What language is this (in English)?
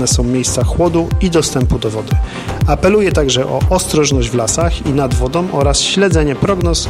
Polish